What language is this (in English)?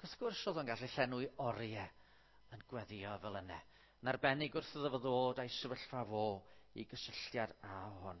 Welsh